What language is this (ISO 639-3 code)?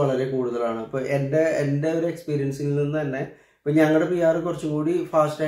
mal